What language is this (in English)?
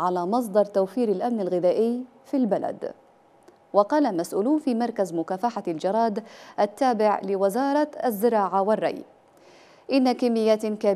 Arabic